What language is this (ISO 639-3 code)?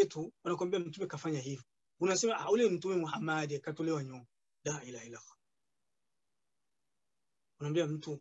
swa